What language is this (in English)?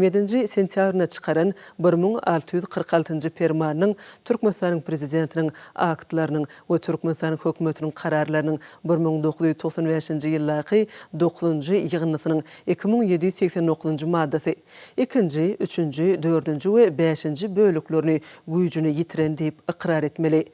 Turkmen